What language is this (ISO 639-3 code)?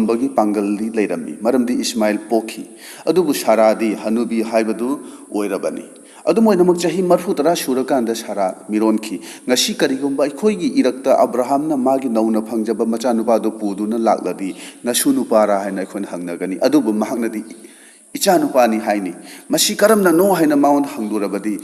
mni